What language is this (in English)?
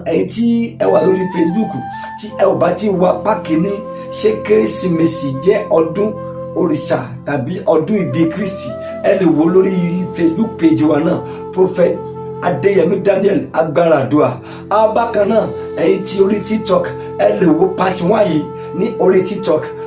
Yoruba